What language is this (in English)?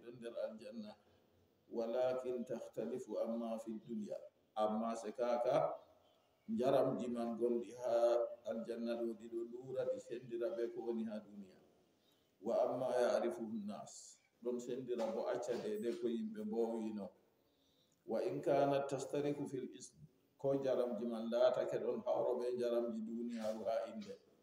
Fula